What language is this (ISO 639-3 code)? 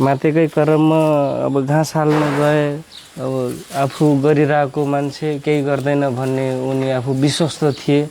nep